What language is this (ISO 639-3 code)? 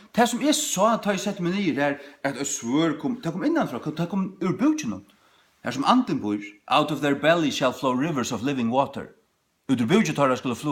fao